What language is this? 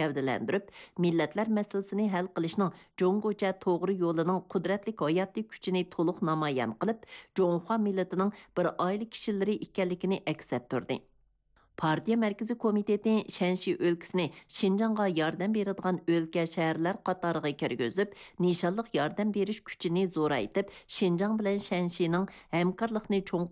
Uyghur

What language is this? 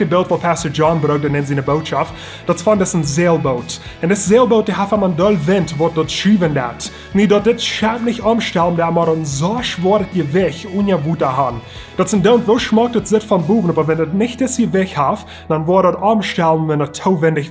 Plautdietsch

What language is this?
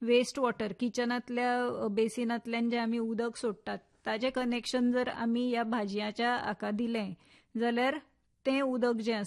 Konkani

